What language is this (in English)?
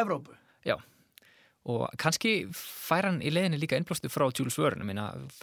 Icelandic